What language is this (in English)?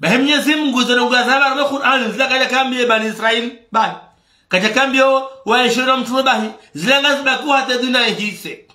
Ngazidja Comorian